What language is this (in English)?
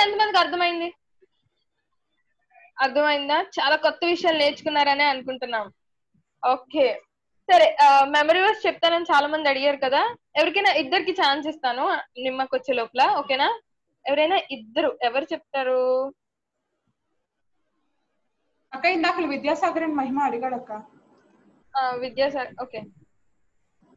Telugu